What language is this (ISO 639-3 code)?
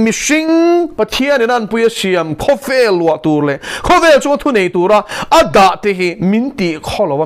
lus